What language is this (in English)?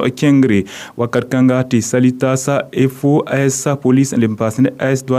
Mossi